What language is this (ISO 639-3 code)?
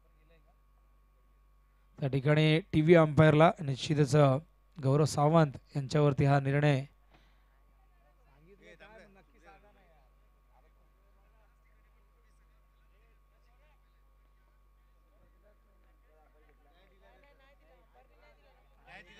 mar